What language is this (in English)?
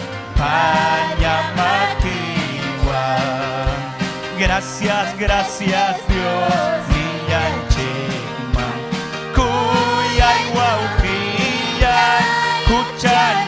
Ayacucho Quechua